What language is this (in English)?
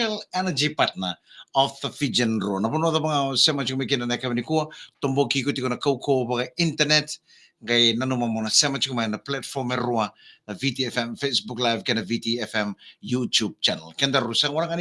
Fijian